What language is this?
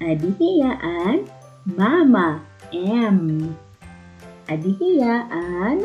Waray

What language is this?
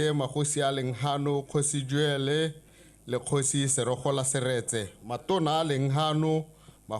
Tswana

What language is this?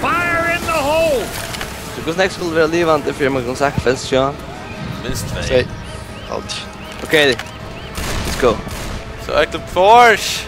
Faroese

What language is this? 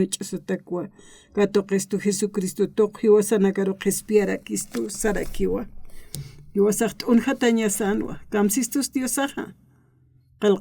Aymara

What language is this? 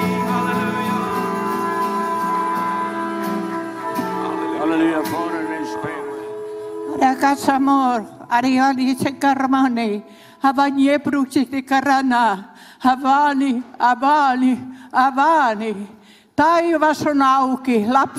Finnish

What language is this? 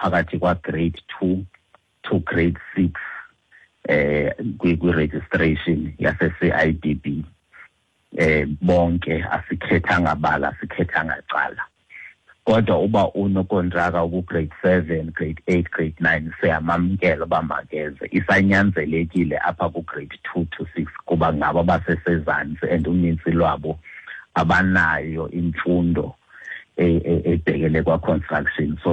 Xhosa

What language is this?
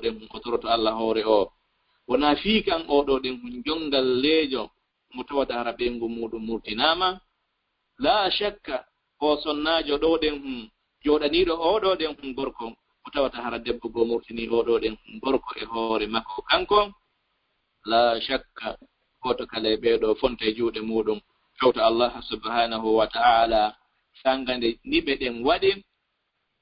Fula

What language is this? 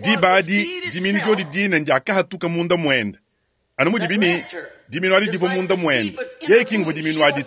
Luba-Lulua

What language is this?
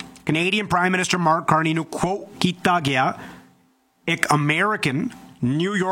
Punjabi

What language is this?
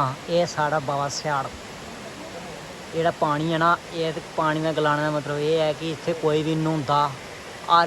Dogri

